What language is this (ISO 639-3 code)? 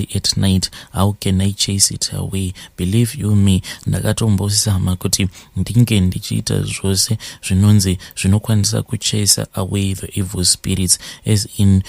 sna